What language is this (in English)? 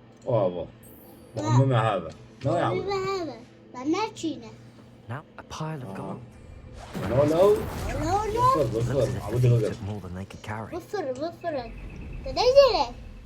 Kurdish